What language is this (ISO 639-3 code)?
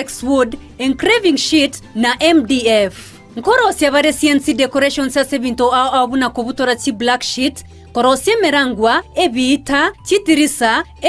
guz